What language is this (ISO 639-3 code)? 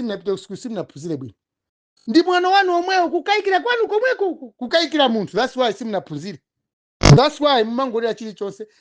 nya